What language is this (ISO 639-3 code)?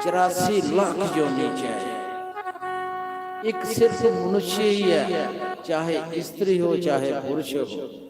doi